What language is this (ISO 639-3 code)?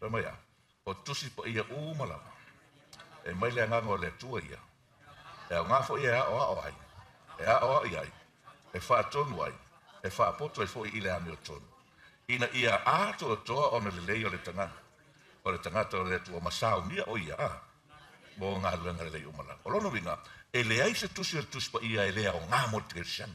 smo